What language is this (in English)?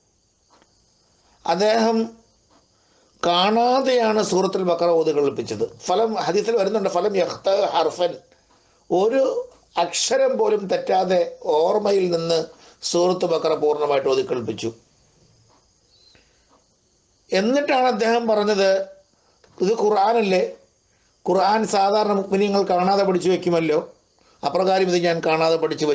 Malayalam